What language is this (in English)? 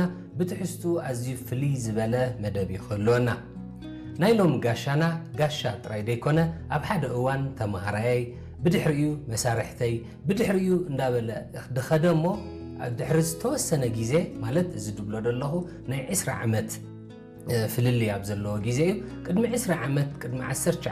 Tigrinya